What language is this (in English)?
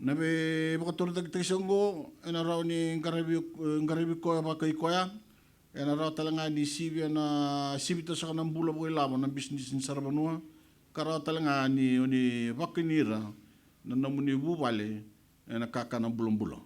Fijian